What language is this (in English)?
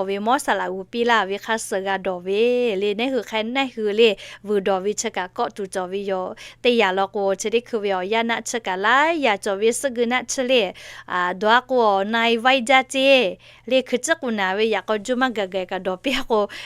Lahu